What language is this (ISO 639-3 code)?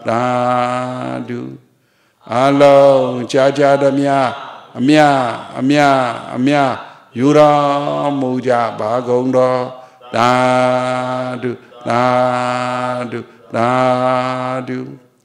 mya